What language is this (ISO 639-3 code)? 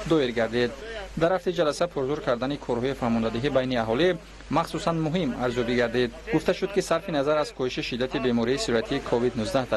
tgk